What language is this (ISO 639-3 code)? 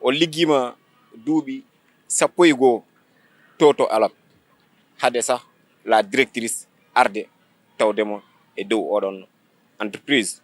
ful